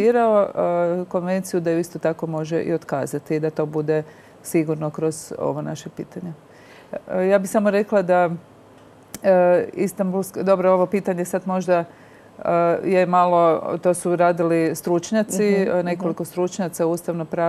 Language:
Croatian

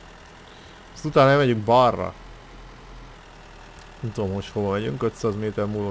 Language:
Hungarian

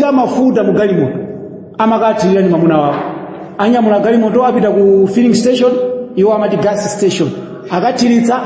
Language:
Nyanja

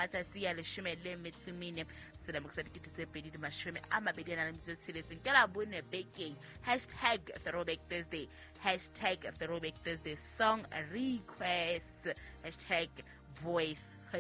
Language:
Southern Sotho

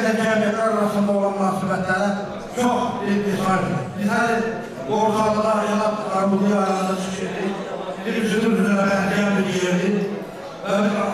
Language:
Azerbaijani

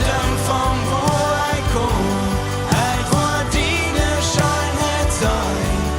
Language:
Plautdietsch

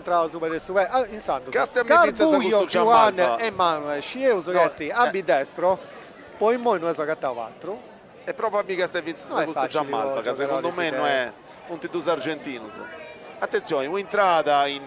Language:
Sardinian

